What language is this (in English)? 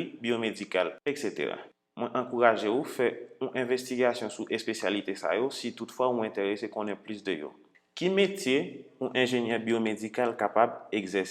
Haitian Creole